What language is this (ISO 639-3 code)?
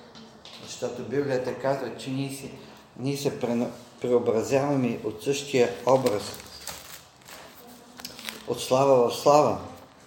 bul